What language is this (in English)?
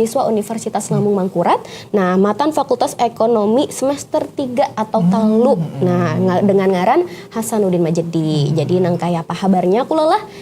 Banjar